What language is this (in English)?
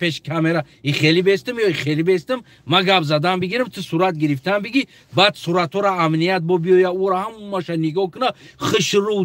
Tajik